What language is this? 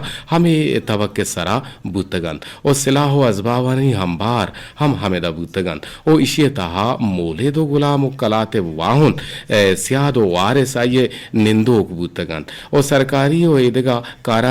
Eastern Balochi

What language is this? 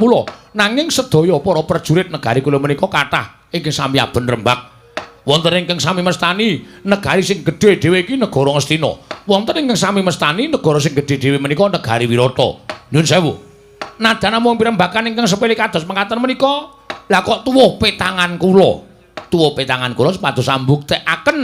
Javanese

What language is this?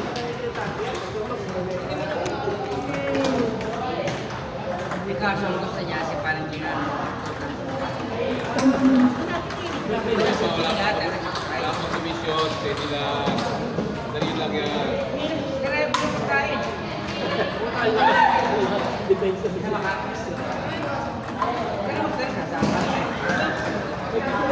Filipino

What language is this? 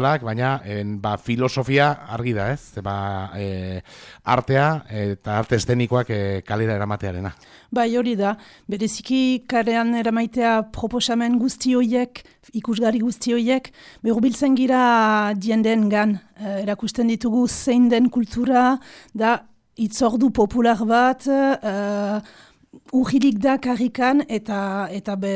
Basque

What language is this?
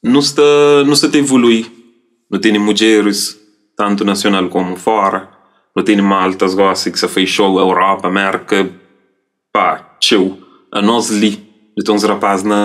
Kabuverdianu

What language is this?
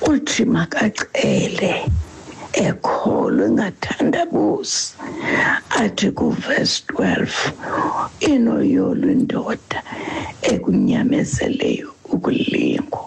Xhosa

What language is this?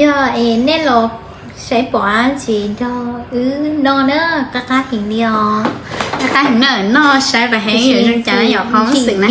Hmong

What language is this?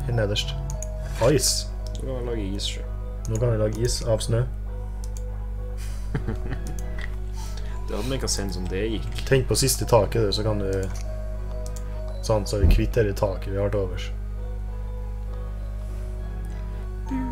Norwegian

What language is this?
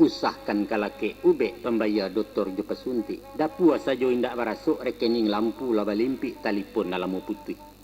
Minangkabau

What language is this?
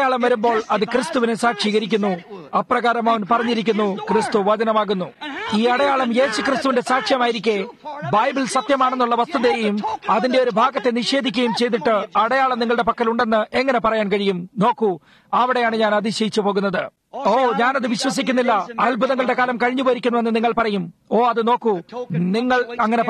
Malayalam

